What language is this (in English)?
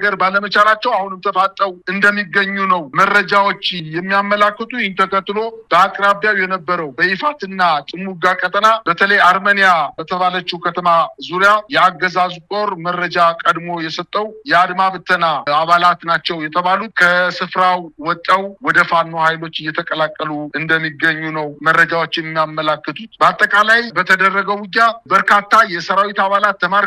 Amharic